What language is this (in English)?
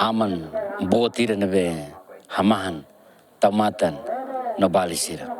Tetum